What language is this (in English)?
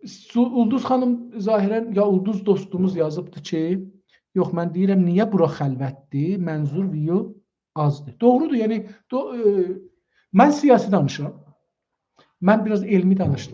South Azerbaijani